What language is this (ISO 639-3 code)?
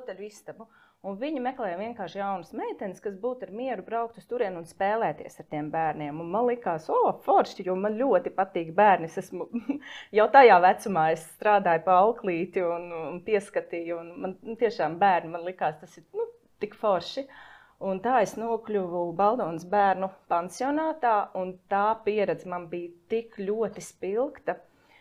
lav